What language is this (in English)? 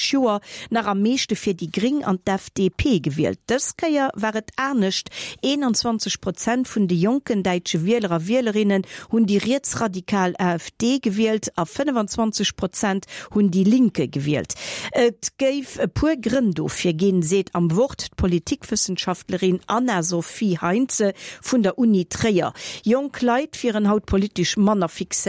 Luxembourgish